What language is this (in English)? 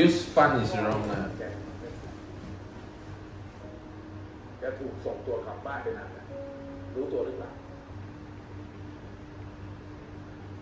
Thai